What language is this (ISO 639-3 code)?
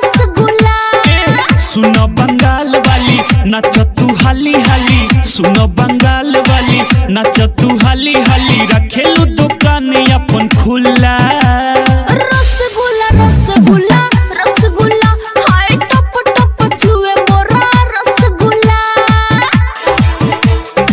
bho